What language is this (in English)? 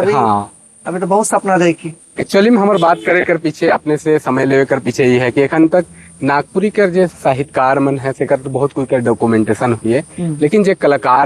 Sadri